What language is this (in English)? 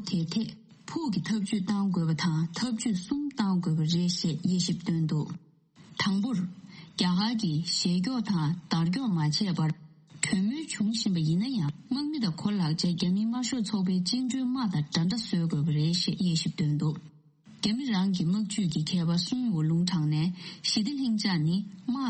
Tibetan